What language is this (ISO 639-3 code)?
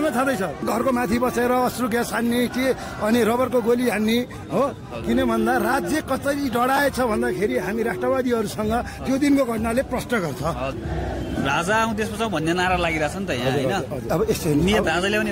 nep